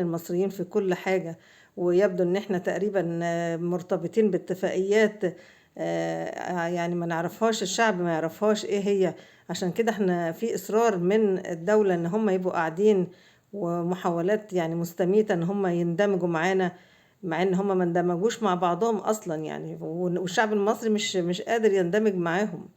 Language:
Egyptian Arabic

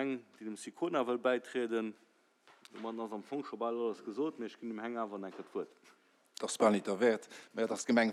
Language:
Luxembourgish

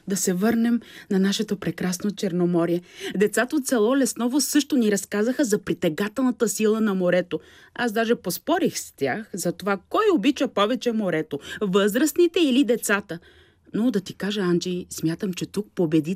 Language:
Bulgarian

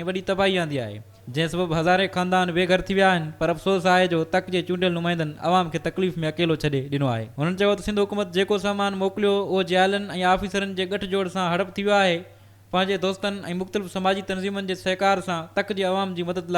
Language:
Sindhi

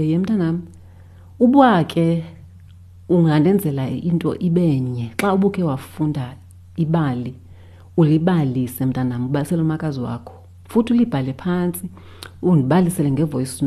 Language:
Xhosa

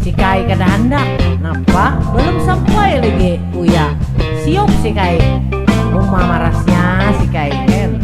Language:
Banjar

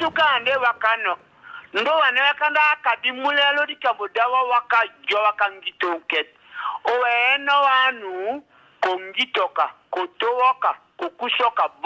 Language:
Tetela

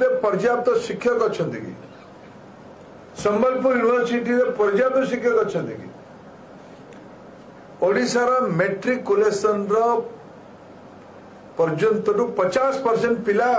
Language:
Odia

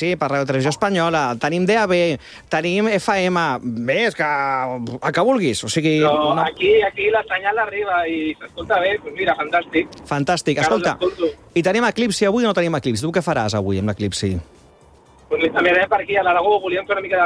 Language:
Catalan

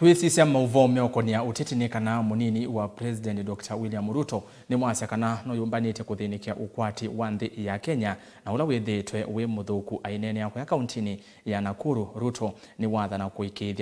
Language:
Kamba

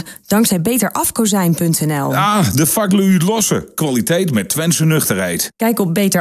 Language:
Dutch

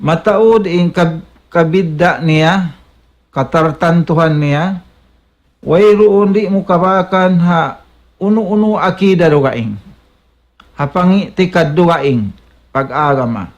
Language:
Tausug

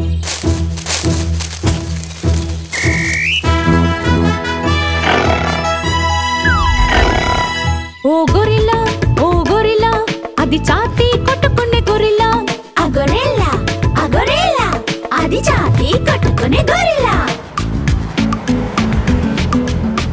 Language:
Telugu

